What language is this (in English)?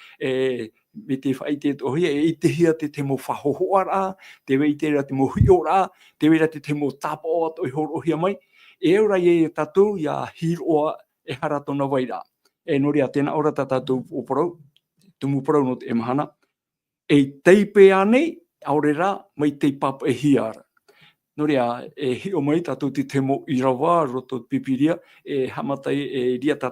Tahitian